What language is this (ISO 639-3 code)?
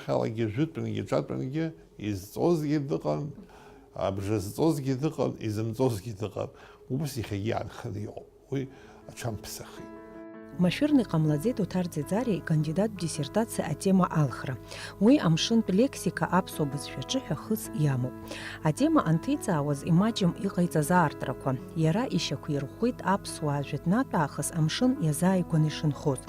abk